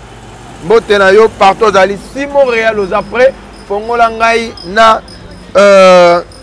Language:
Lingala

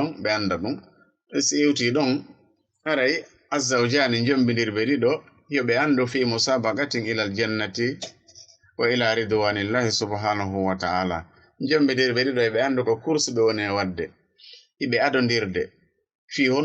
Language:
Fula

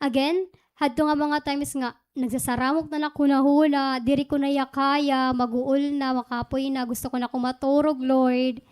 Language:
Waray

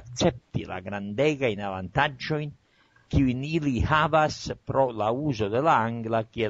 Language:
Esperanto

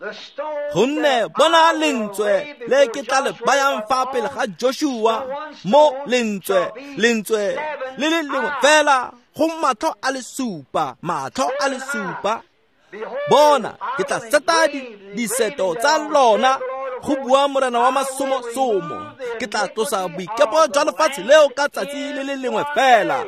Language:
Tswana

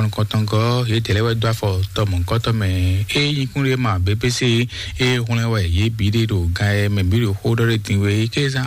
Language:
Fon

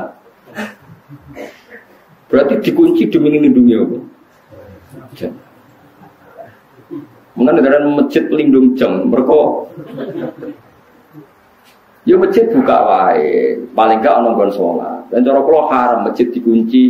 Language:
Indonesian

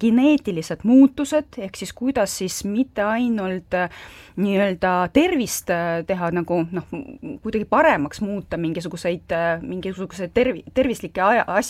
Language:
Estonian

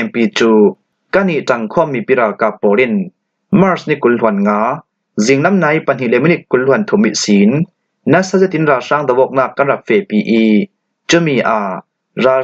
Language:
Falam Chin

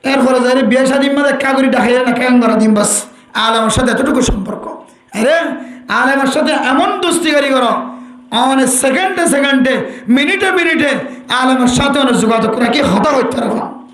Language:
Rohingya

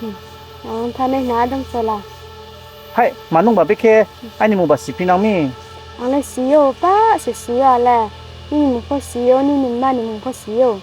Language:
Riang (India)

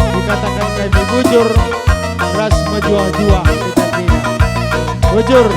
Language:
Batak Karo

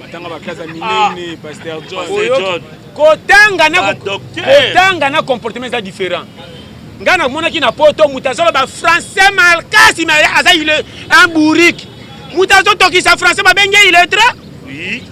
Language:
Lingala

